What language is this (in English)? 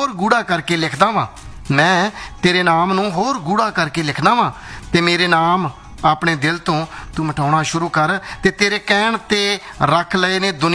Punjabi